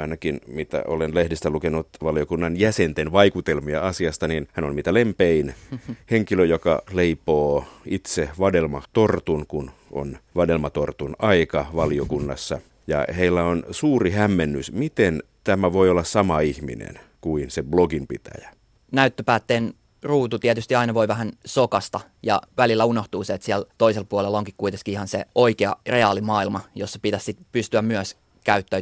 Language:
Finnish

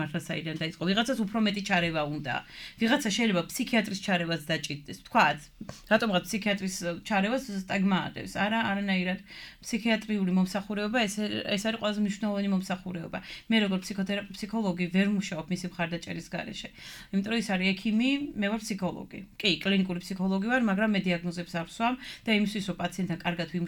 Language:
Georgian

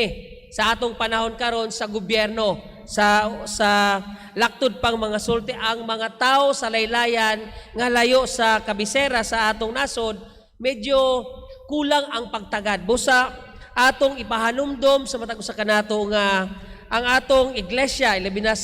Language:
Cebuano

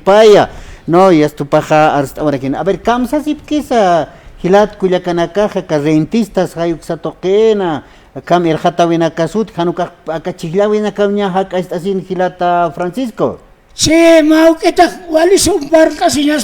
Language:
Aymara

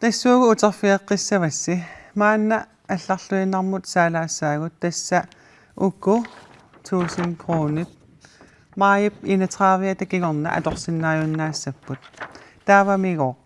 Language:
Kalaallisut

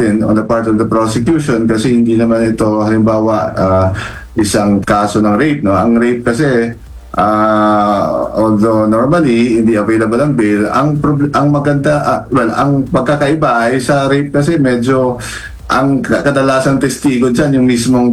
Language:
Filipino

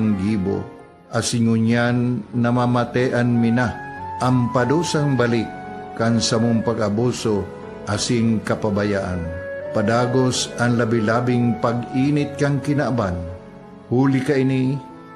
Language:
Bikol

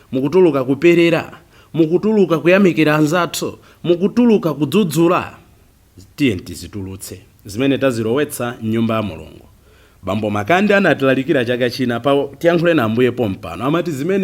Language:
Nyanja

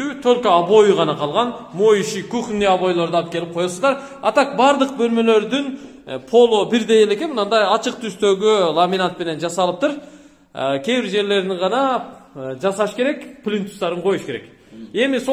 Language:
Kyrgyz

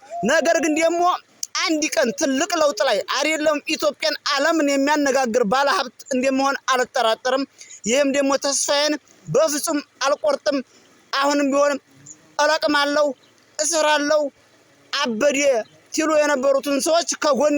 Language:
Amharic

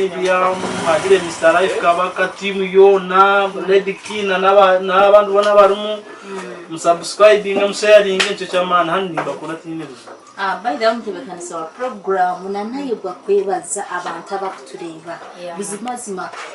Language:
Nyankole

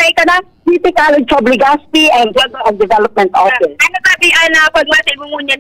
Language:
Bikol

